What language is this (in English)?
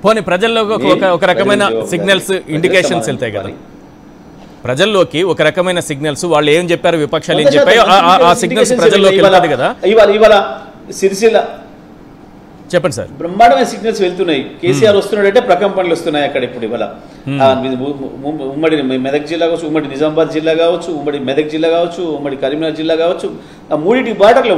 Telugu